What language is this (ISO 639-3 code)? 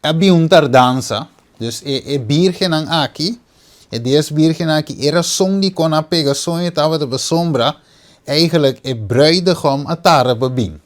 pap